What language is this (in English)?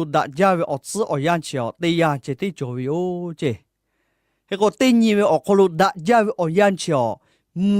Lahu